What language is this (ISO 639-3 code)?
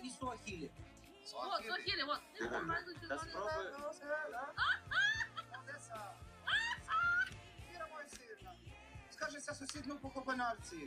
ukr